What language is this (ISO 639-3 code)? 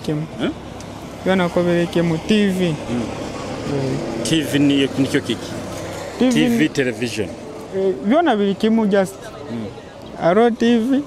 nyo